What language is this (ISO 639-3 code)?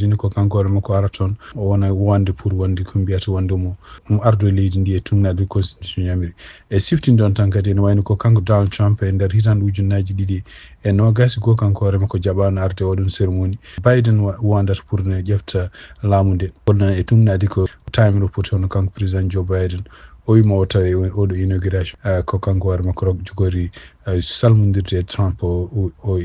ful